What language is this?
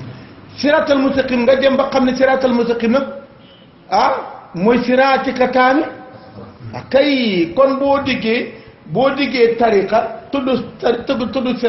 Wolof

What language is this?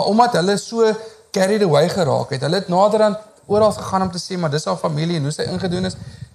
Afrikaans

